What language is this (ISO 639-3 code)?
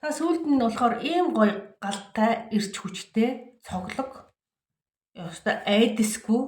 mon